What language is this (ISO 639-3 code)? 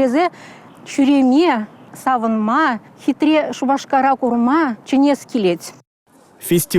chv